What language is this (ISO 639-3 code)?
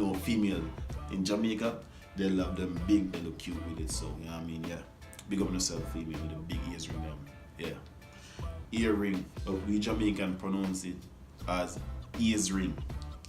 jam